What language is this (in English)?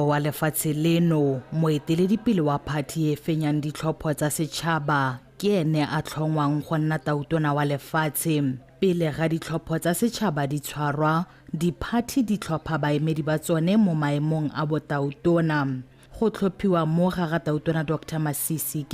Tswana